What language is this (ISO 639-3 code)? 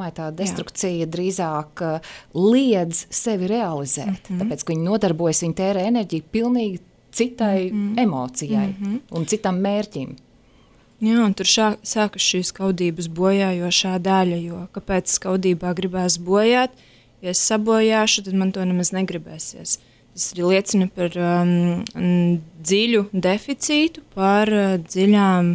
lav